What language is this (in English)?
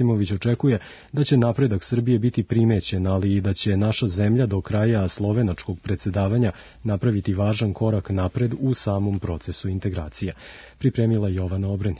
Serbian